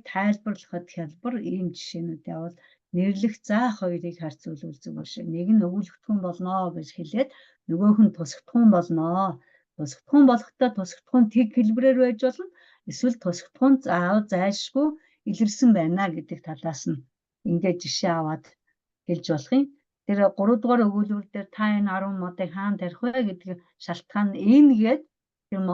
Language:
Mongolian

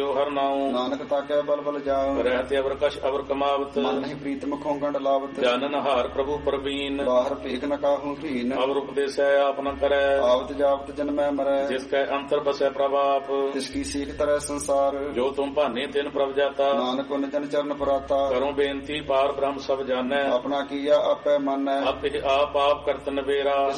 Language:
Punjabi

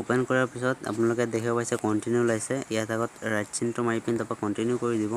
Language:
Assamese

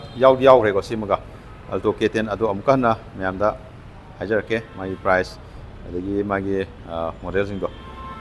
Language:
Manipuri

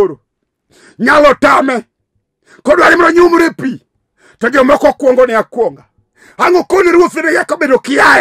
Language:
Luo (Kenya and Tanzania)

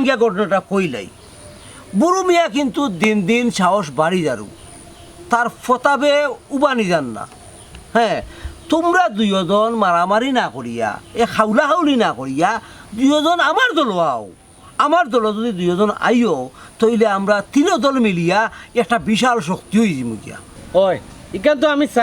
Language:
Sylheti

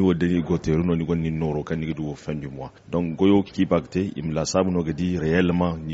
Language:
Zarma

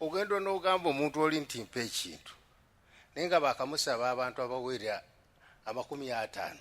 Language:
Ganda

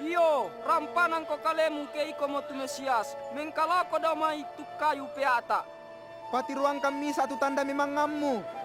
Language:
Toraja-Sa'dan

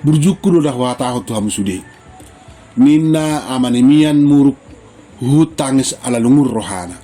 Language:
Batak Toba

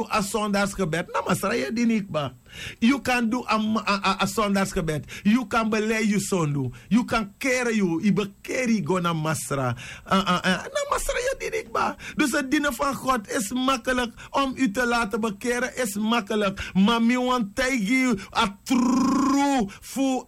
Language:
Sranan Tongo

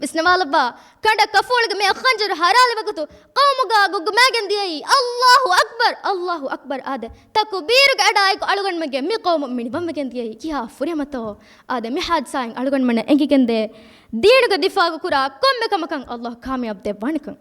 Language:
Divehi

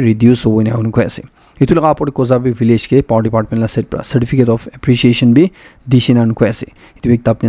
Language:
Naga Pidgin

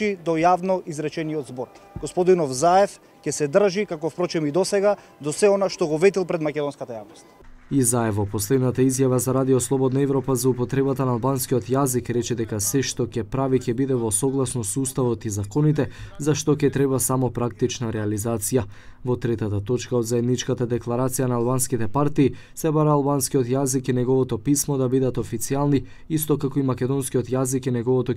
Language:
Macedonian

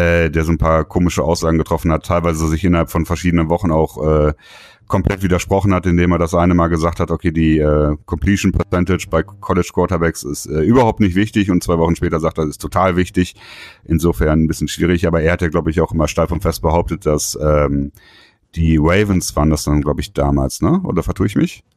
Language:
German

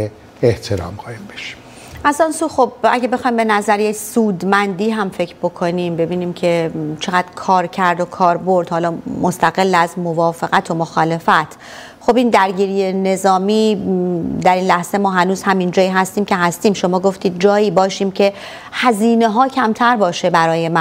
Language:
Persian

